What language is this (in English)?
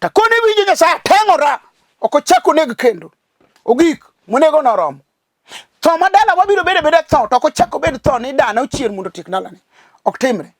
Luo (Kenya and Tanzania)